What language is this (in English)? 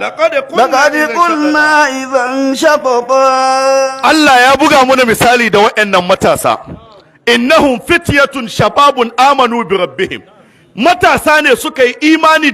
Hausa